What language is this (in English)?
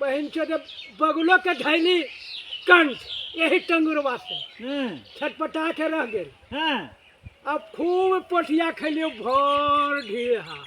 Magahi